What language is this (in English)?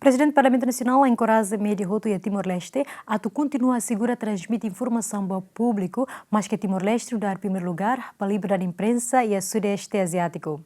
Tetum